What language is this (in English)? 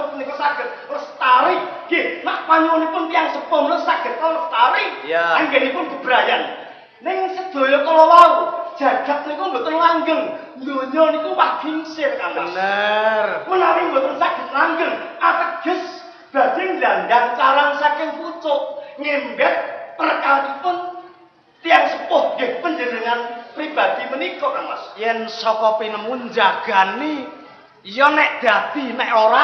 Javanese